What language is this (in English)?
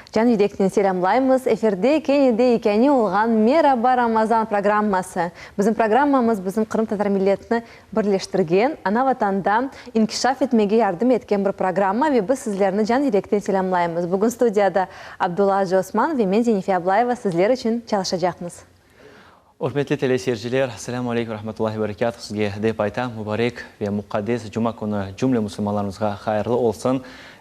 Crimean Tatar